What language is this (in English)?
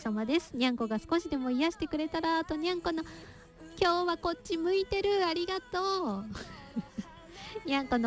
Japanese